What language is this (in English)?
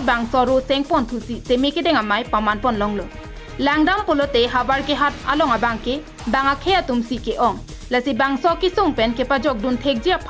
Karbi